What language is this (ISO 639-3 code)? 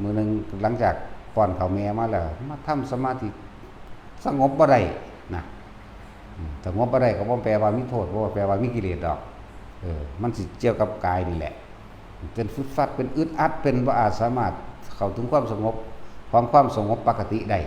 tts